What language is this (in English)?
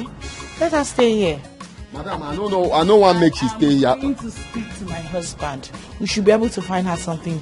Nigerian Pidgin